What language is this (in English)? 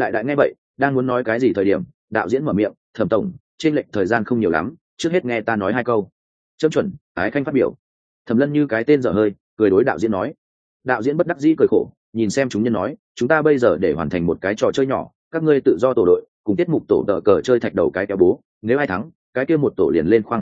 Vietnamese